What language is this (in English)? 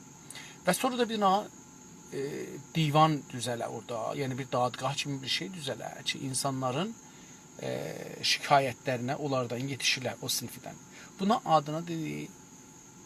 South Azerbaijani